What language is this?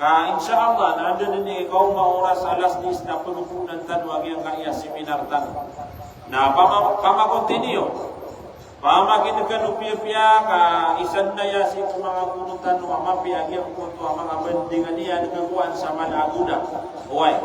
Maranao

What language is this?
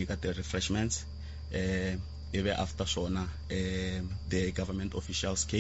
Tsonga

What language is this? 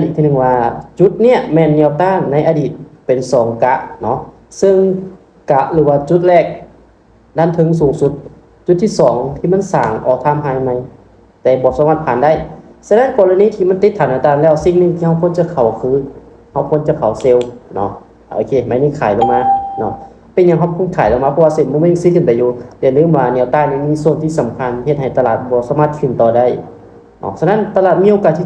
Lao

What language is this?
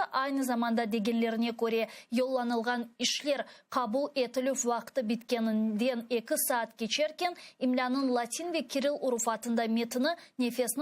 Crimean Tatar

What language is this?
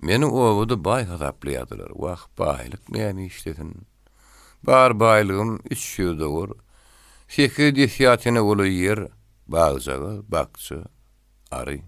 Turkmen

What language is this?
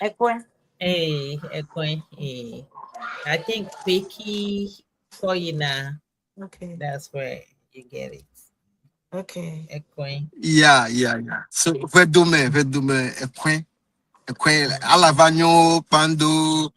Ewe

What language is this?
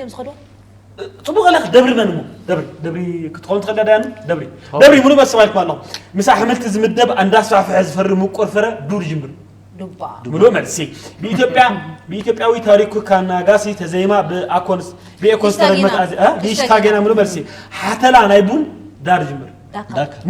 Tigrinya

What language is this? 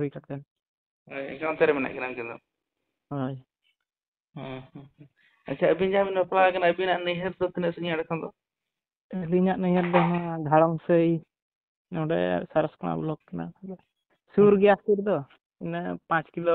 Santali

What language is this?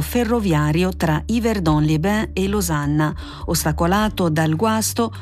Italian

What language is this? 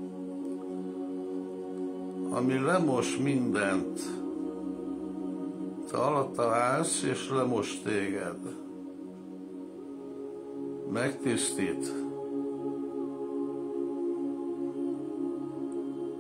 Hungarian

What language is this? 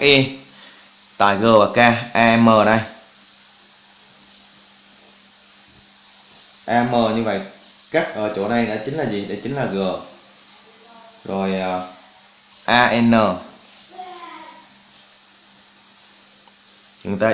Vietnamese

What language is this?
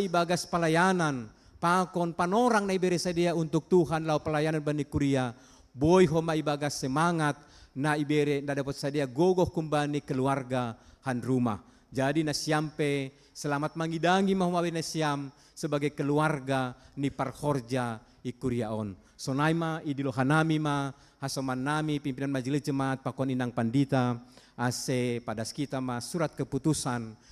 Batak Simalungun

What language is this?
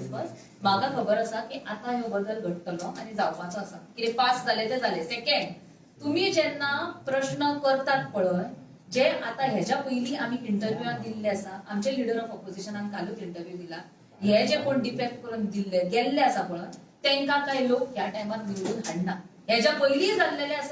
Konkani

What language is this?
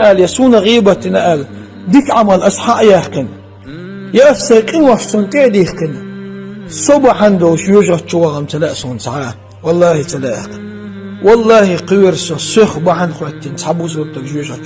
Chechen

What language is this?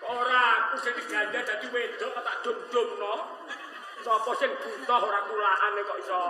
Javanese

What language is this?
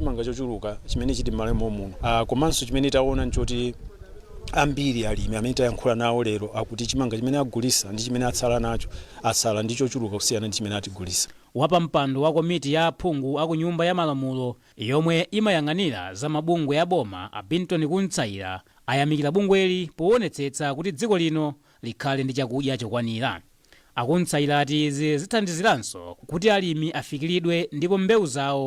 Nyanja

